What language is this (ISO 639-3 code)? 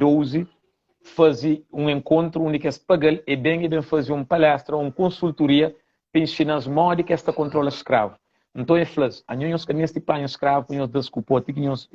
kea